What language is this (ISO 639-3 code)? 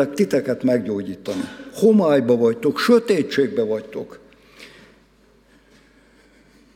hun